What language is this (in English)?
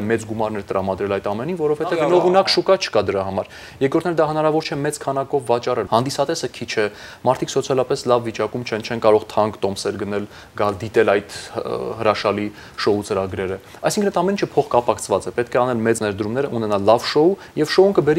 Armenian